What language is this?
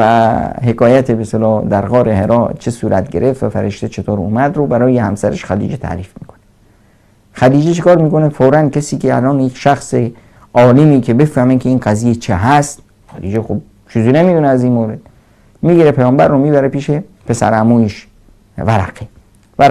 Persian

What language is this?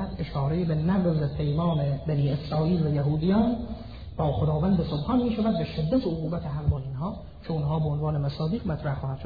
Persian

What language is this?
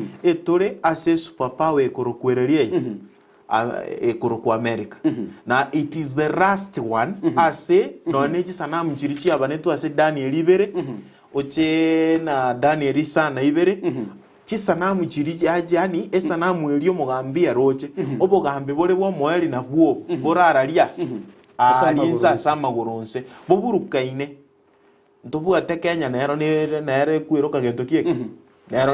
Gusii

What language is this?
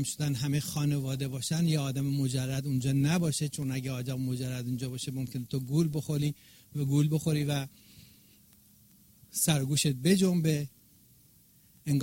Persian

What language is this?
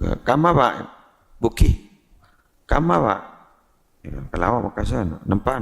Madurese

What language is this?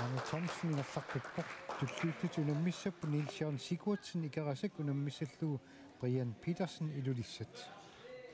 Kalaallisut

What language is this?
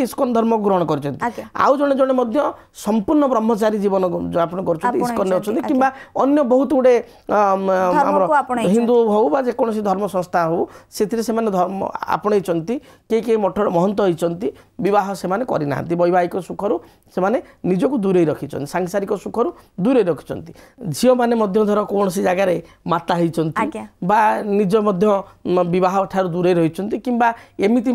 Odia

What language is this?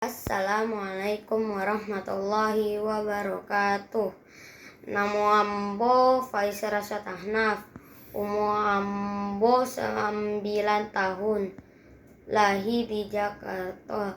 Minangkabau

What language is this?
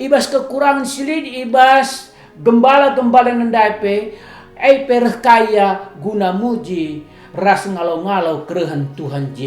Batak Karo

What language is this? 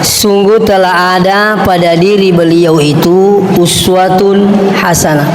Buginese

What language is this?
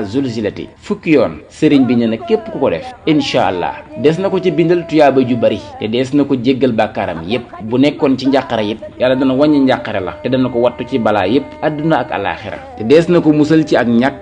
Wolof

